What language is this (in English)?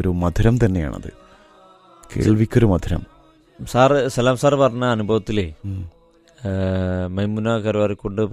Malayalam